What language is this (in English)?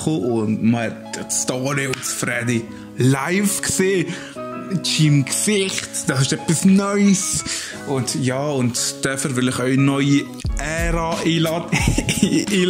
Swiss German